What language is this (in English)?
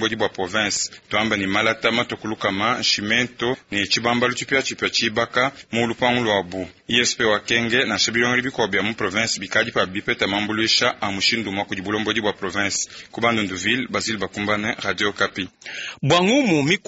Luba-Lulua